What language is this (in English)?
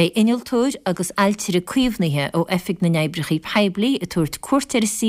Irish